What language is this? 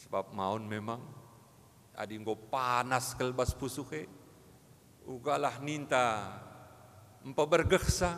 Batak Karo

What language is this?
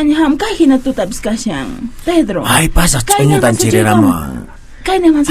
Quechua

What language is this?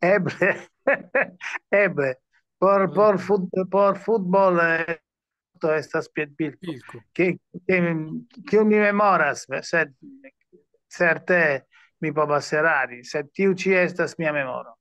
Esperanto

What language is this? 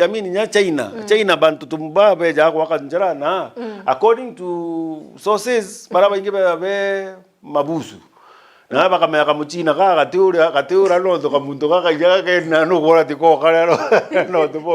Meru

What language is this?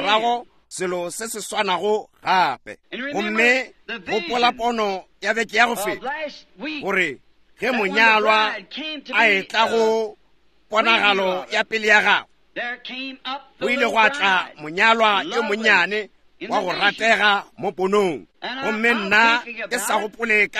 Northern Sotho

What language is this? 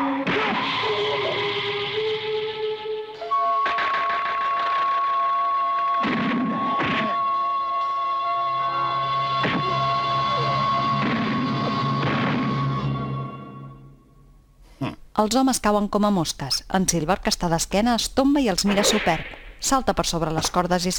Catalan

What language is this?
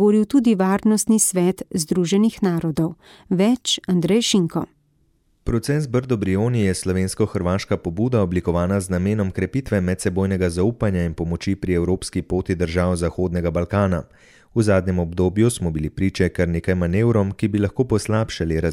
Slovenian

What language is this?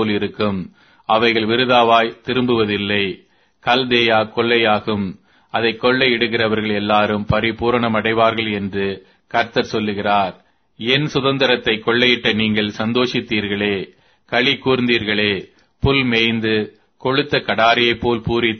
Tamil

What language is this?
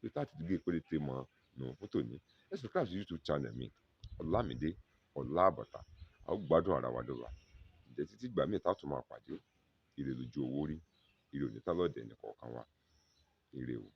Yoruba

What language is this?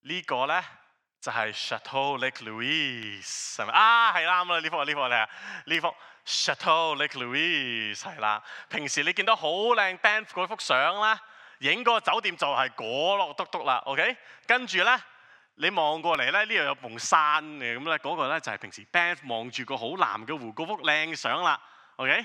Cantonese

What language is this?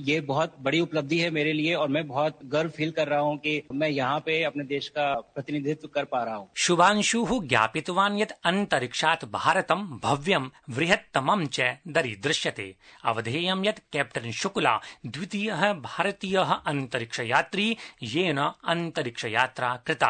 Sanskrit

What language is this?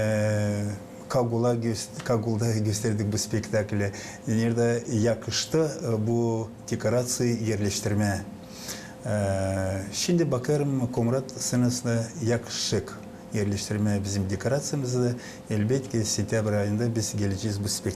Gagauz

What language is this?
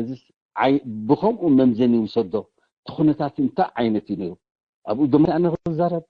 Tigrinya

